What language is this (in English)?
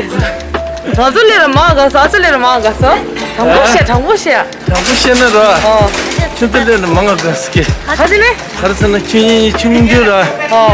Tibetan